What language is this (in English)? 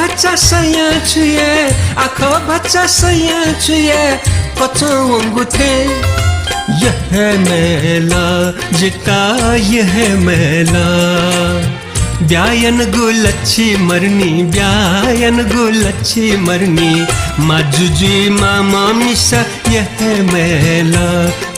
Newari